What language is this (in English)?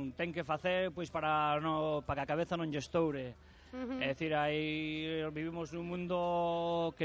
Galician